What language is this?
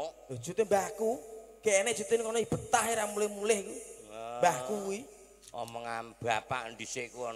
Javanese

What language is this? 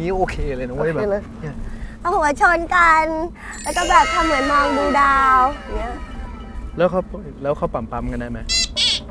Thai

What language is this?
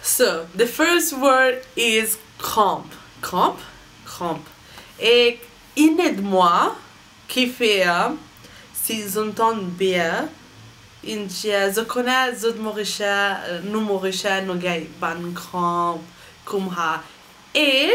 Morisyen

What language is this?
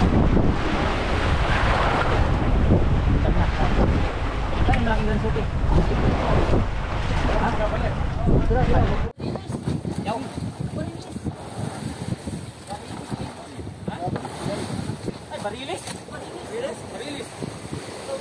Filipino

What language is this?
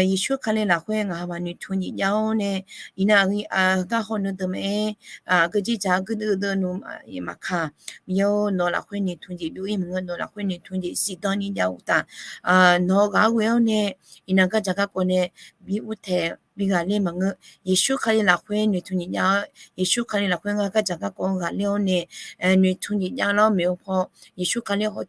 Akha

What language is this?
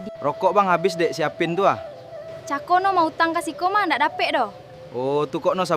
Minangkabau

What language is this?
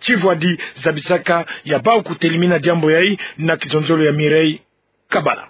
Kituba (Democratic Republic of Congo)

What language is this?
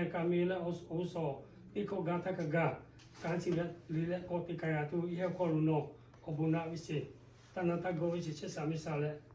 Lahu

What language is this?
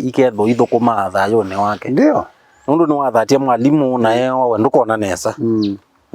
Kamba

